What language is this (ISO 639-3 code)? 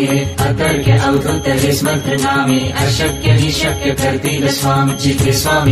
mar